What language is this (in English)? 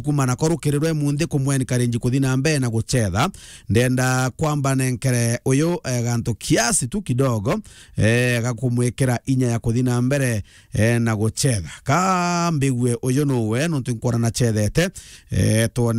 Meru